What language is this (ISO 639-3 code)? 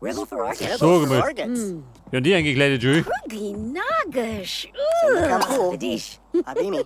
bar